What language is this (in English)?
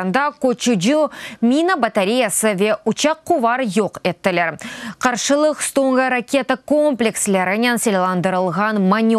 Crimean Tatar